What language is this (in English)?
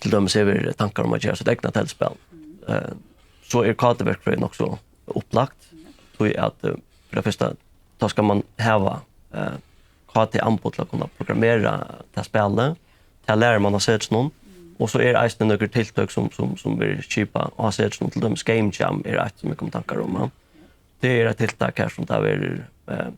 Faroese